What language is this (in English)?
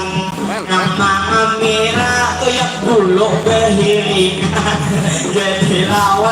Banjar